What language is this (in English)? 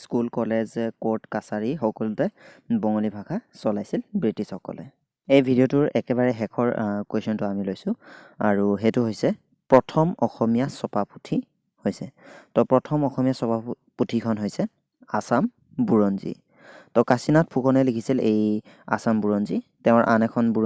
Assamese